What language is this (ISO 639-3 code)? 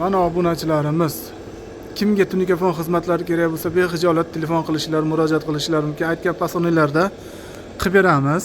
uzb